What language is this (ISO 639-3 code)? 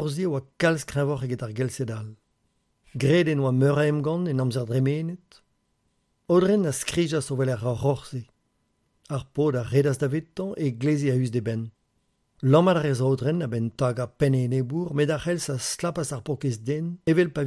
bre